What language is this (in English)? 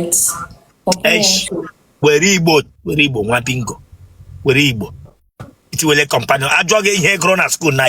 Igbo